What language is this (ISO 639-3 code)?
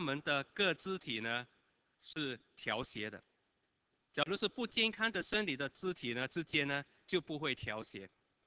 zho